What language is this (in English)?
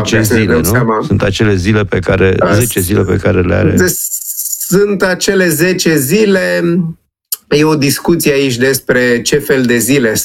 Romanian